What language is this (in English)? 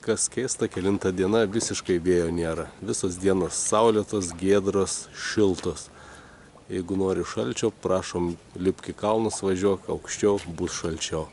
Lithuanian